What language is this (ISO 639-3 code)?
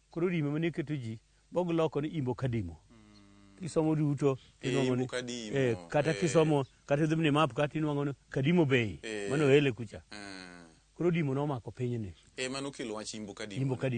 luo